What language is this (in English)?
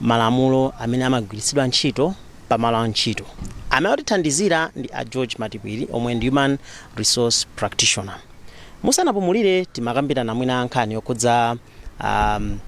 Nyanja